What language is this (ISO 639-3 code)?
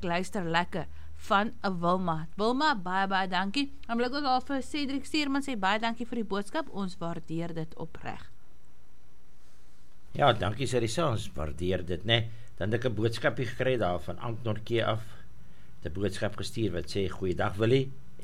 afr